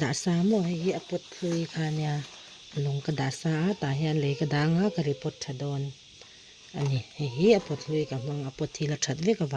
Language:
Mizo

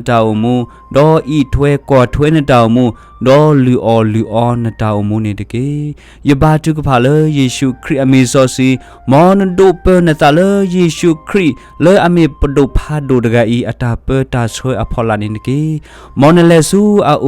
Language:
S'gaw Karen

